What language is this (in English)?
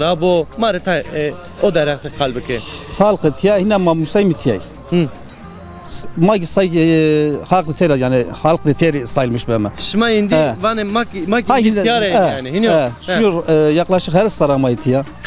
Zaza